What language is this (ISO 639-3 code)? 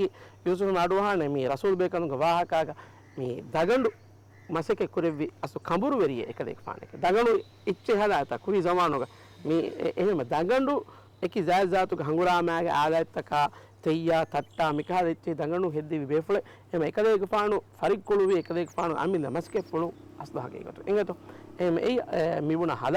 div